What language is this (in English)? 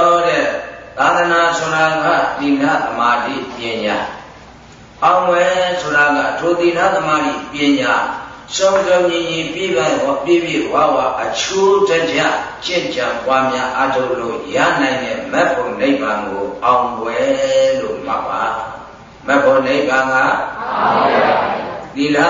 Burmese